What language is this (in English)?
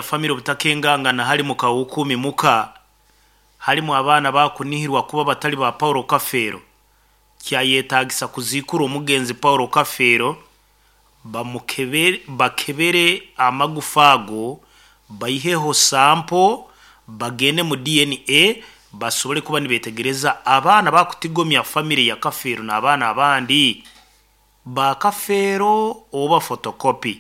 Nyoro